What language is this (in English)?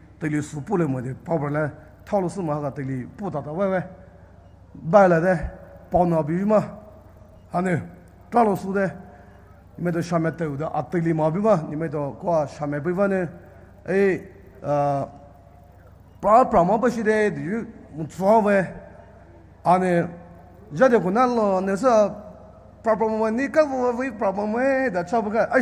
Poumei Naga